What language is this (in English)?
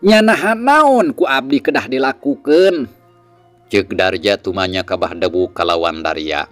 Sundanese